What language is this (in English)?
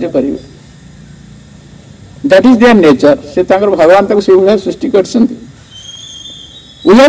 Odia